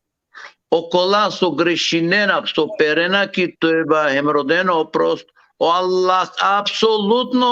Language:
Balkan Romani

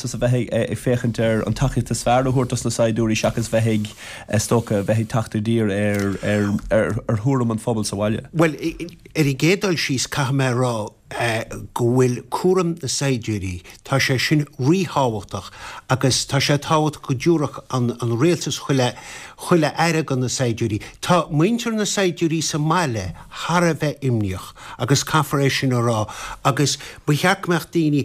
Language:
Irish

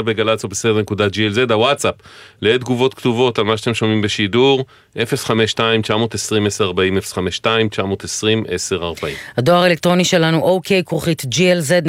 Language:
Hebrew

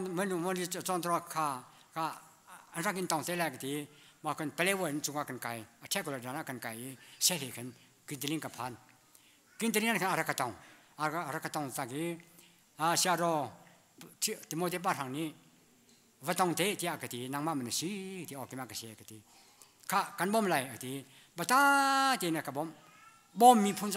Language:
Hakha Chin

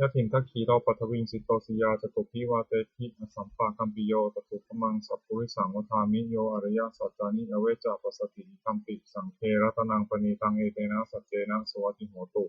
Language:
Pali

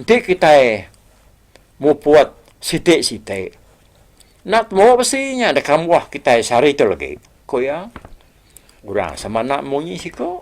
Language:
Iban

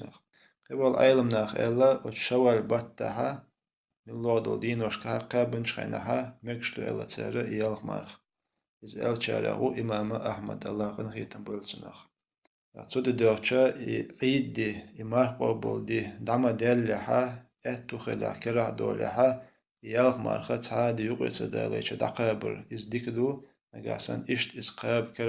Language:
Chechen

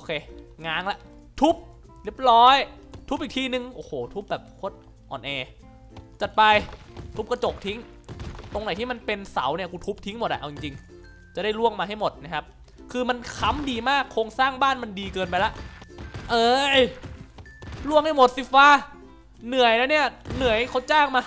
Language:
Thai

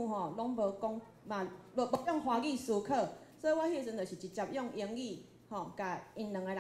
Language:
Min Nan Chinese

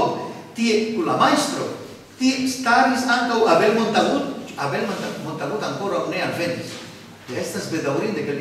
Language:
Esperanto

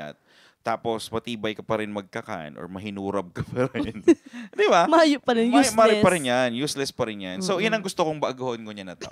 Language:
Bikol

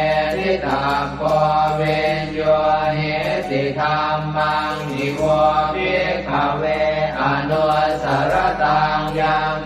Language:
Pali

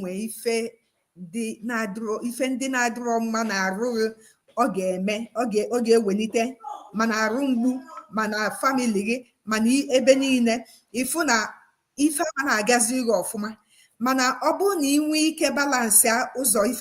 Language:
Igbo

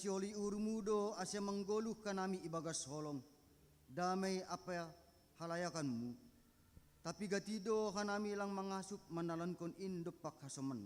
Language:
Batak Simalungun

